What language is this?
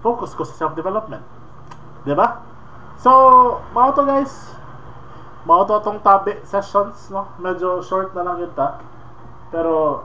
Cebuano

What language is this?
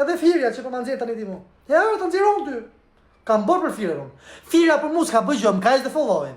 Albanian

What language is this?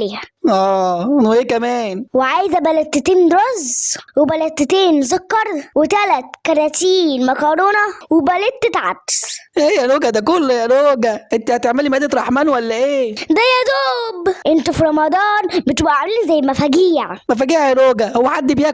Egyptian Arabic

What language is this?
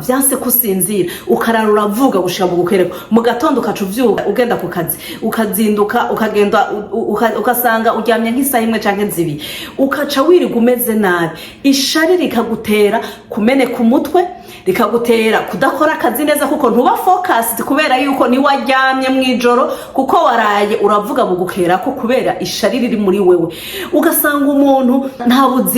Rundi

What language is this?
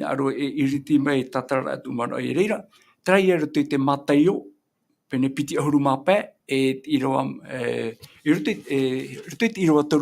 Tahitian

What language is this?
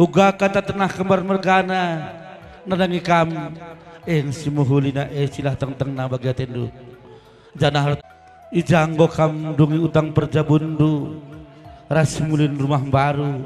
Batak Karo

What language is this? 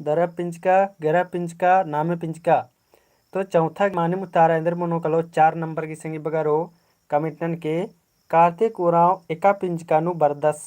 Kurukh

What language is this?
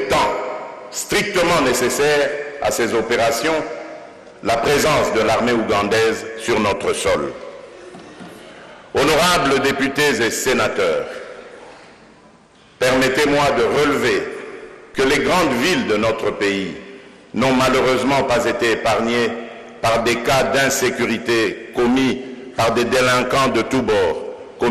French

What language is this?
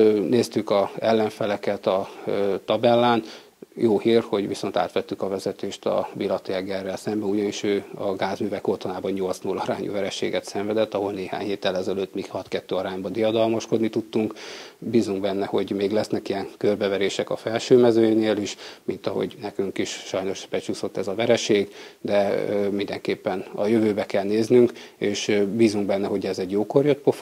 Hungarian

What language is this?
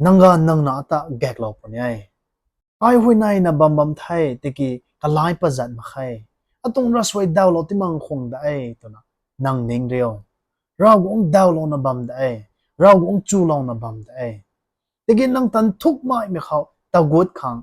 Rongmei Naga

